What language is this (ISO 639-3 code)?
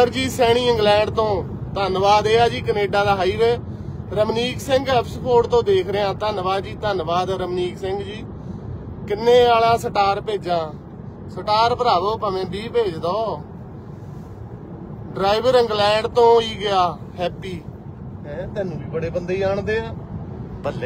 pan